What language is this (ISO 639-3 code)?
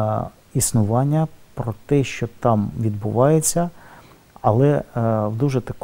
ukr